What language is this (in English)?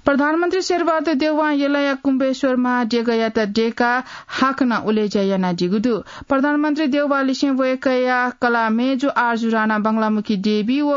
Newari